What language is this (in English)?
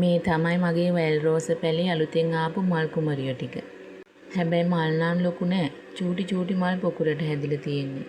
Sinhala